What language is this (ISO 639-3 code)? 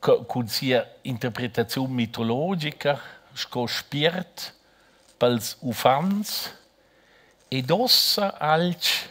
roh